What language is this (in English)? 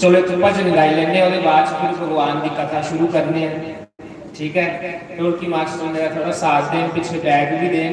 Dogri